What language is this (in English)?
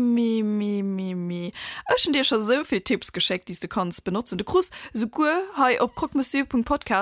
Luxembourgish